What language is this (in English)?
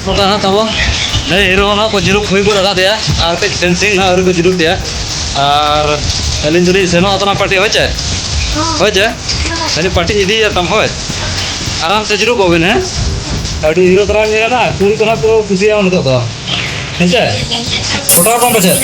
Santali